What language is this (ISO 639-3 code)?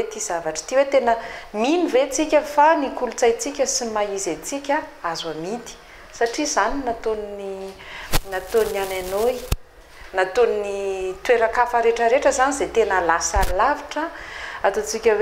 mlg